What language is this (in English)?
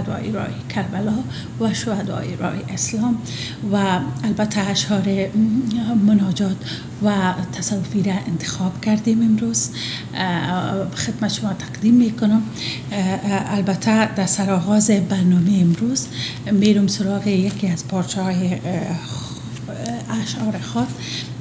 Persian